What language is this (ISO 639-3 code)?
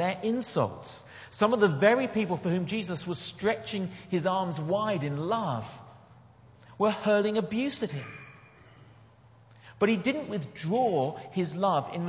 eng